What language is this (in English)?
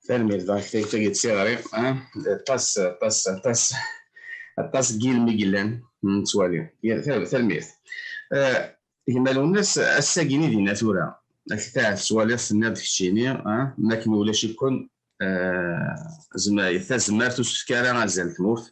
Kabyle